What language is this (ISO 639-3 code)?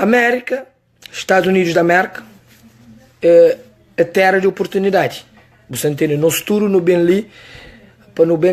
kea